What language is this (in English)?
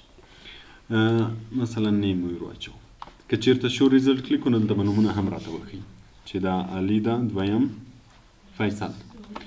Pashto